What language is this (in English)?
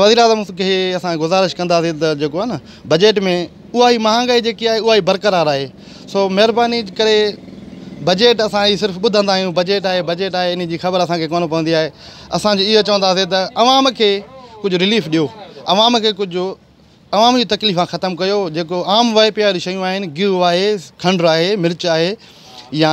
Sindhi